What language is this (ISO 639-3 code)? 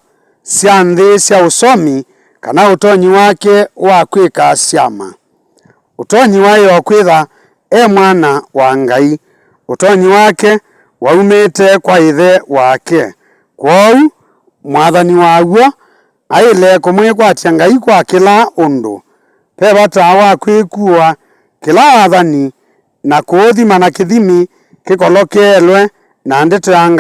kam